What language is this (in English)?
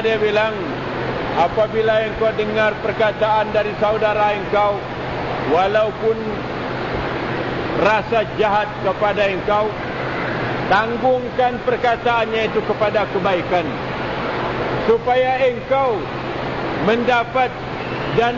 Malay